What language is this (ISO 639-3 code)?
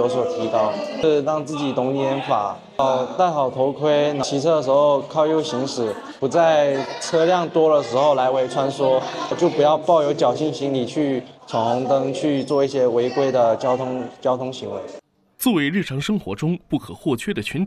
zho